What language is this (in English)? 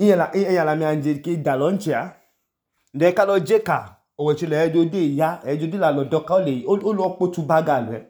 Idoma